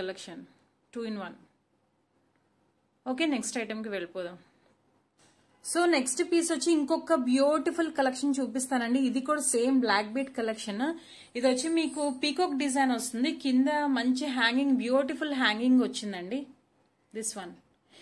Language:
Telugu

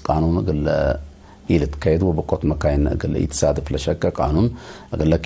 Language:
Tigre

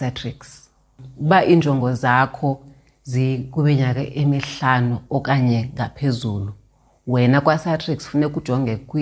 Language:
Xhosa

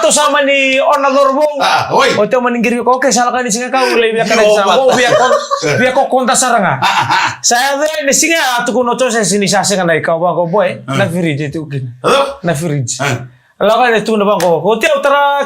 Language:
Fijian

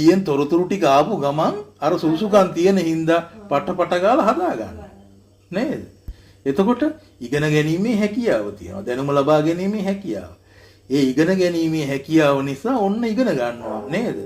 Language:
Sinhala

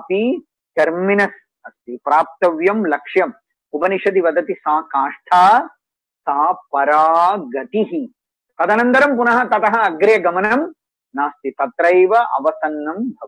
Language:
Sanskrit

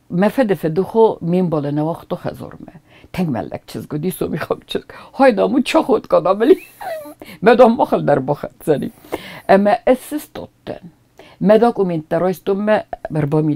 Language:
Ossetic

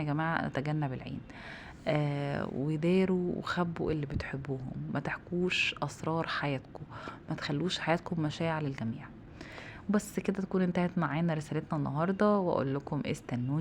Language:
Egyptian Arabic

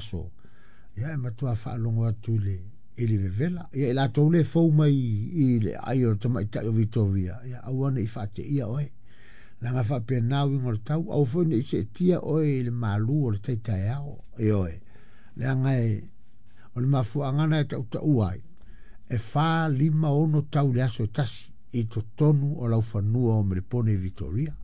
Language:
Samoan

